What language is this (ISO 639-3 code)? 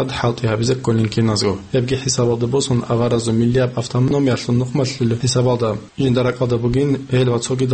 ava